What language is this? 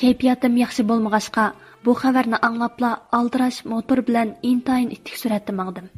Uyghur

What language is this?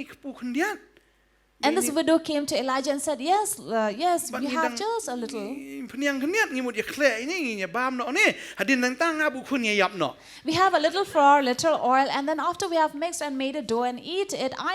Khasi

